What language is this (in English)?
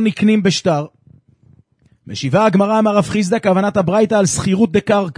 Hebrew